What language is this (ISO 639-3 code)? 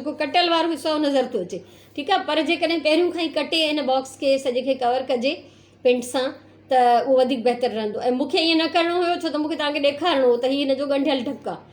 snd